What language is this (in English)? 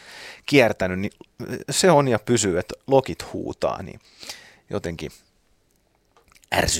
Finnish